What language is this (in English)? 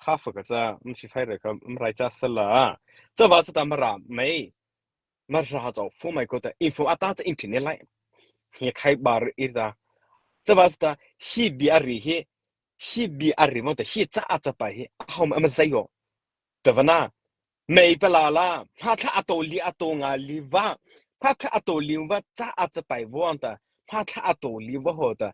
Mara Chin